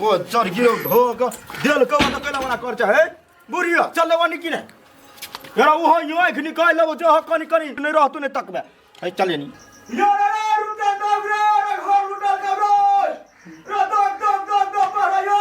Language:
Maithili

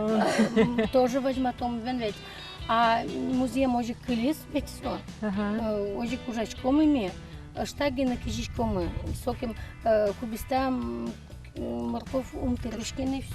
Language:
Udmurt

